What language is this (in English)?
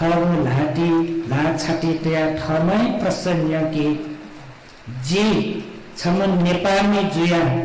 Newari